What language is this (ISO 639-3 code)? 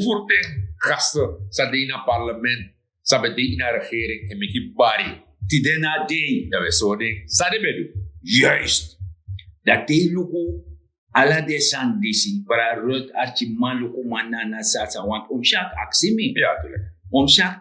srn